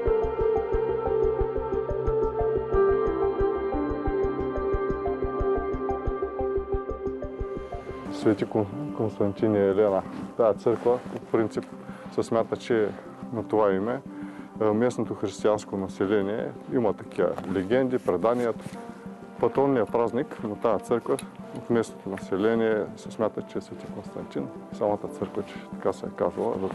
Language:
Bulgarian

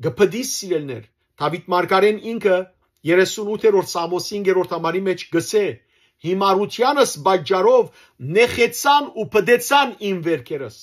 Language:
Western Armenian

